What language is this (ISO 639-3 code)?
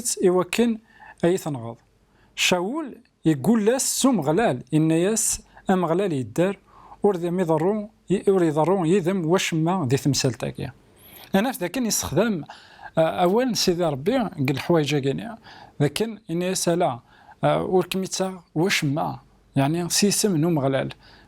kab